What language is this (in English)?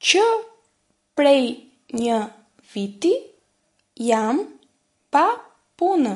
Albanian